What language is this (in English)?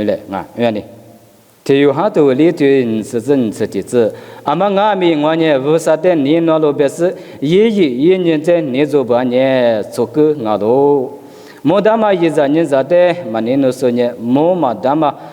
Lisu